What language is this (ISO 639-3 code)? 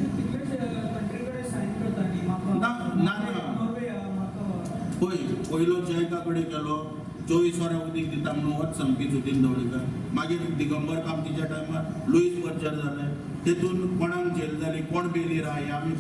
kok